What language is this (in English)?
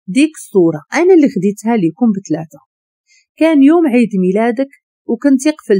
Moroccan Arabic